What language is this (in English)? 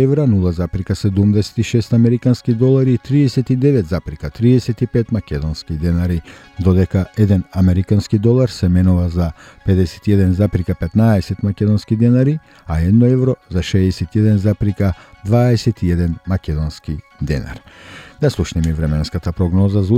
Macedonian